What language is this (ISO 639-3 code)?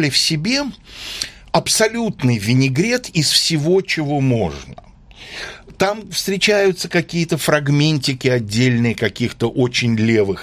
rus